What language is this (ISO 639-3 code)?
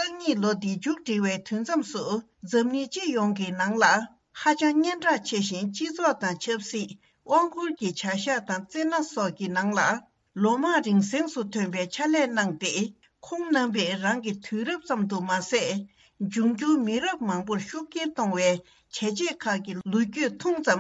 bod